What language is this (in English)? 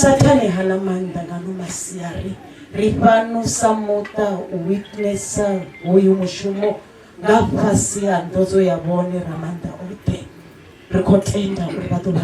Venda